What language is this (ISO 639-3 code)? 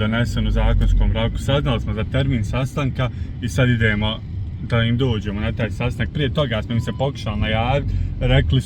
bos